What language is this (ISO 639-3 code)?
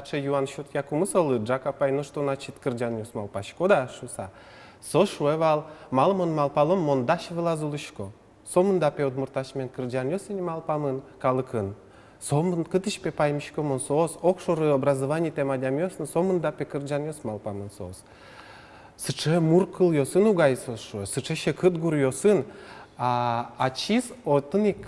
udm